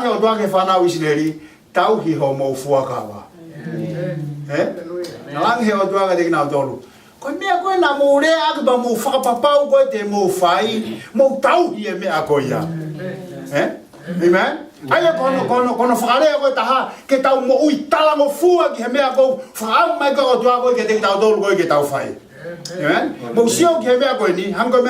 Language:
Tongan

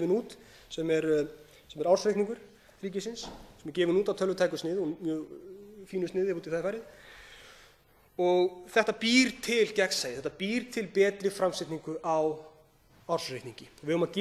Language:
Icelandic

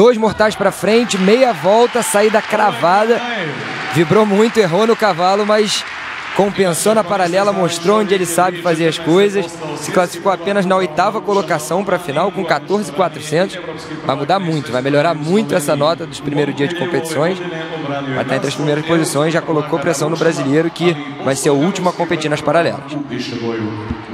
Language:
Portuguese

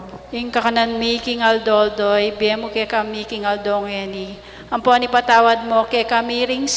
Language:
Pampanga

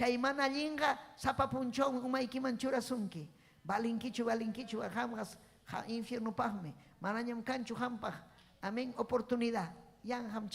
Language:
Ayacucho Quechua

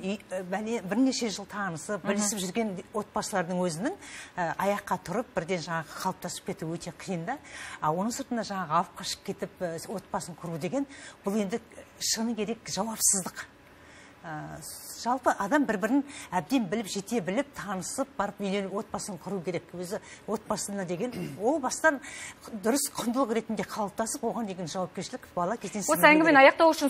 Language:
Kazakh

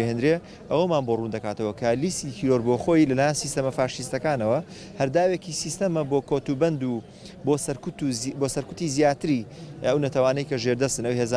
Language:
Central Kurdish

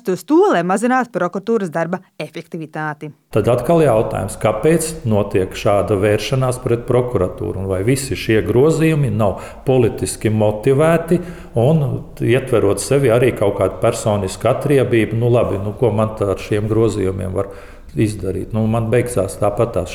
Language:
Latvian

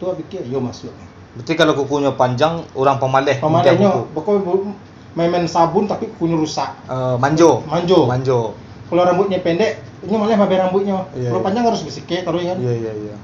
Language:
Minangkabau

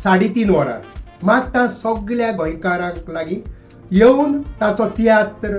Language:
Konkani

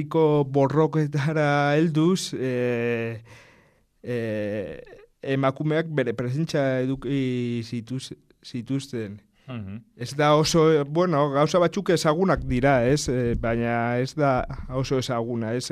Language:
Basque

